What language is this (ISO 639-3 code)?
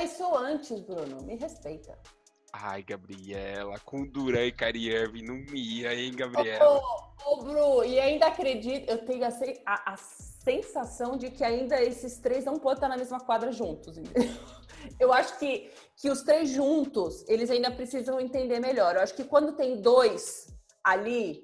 por